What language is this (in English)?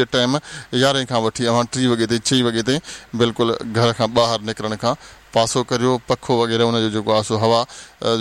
Sindhi